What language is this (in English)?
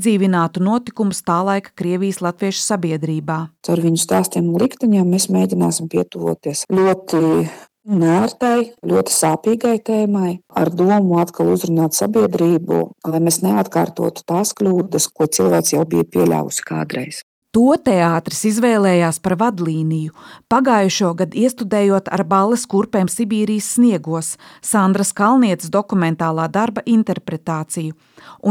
Latvian